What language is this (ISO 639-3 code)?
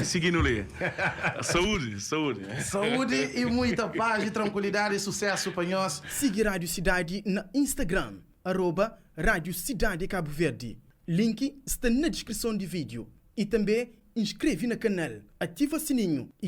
kea